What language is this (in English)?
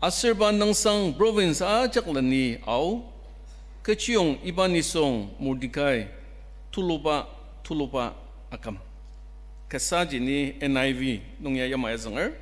Ao Naga